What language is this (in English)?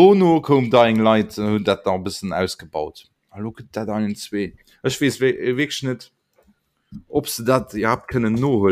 Luxembourgish